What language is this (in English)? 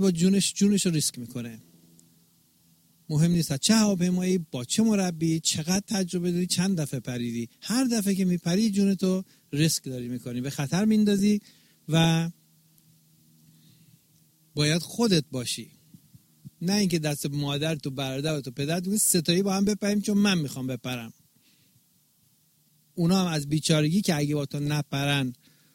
Persian